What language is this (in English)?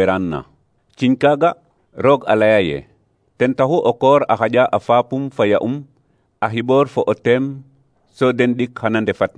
Serer